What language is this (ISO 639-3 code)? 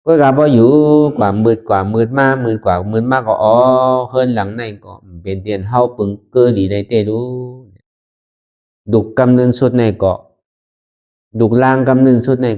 shn